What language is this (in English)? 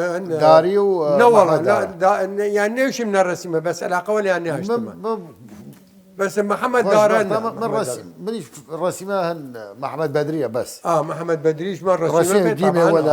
Southern Kurdish